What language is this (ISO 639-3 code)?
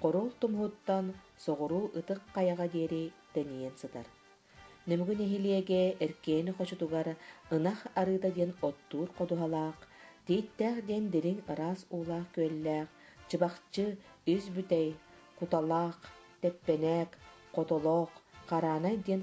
sah